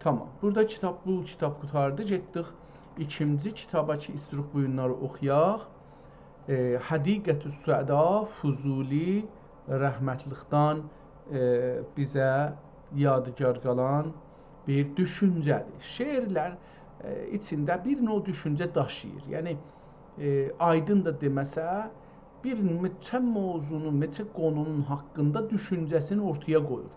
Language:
South Azerbaijani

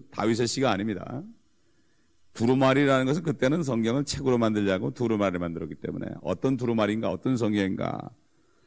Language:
Korean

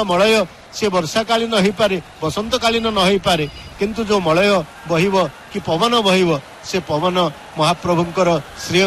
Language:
Odia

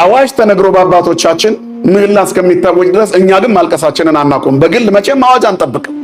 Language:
Amharic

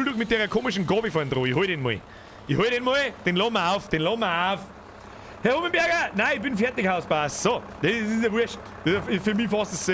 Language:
Bavarian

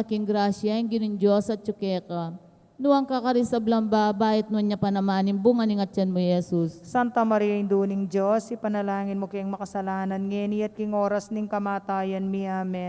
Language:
Pampanga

